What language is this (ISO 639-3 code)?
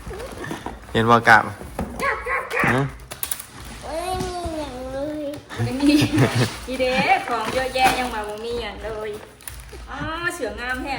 tts